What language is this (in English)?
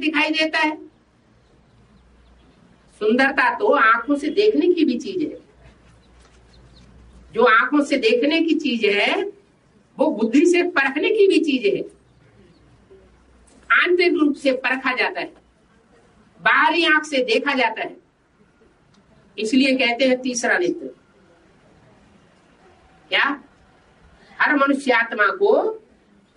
Hindi